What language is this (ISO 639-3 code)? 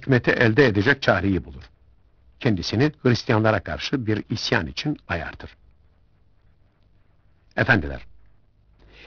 tur